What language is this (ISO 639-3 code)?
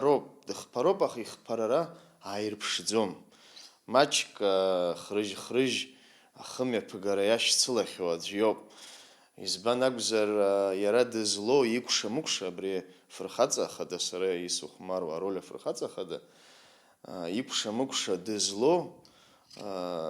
abk